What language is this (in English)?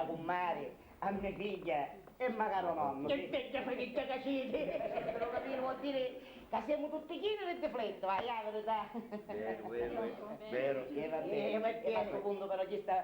Sicilian